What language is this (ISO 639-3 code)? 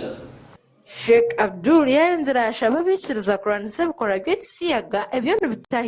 nyn